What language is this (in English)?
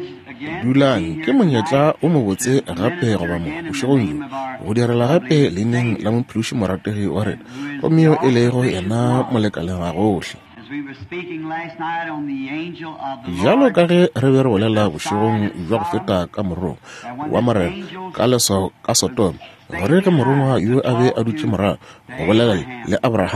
Northern Sotho